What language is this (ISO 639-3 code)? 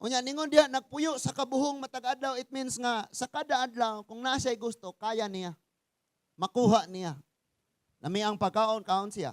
ceb